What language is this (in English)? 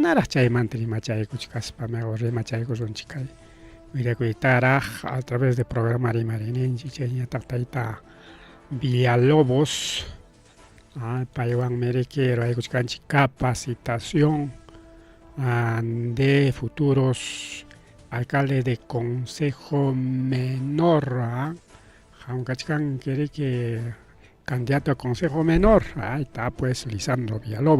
Ayacucho Quechua